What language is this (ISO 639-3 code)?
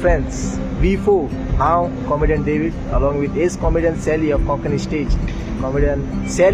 kok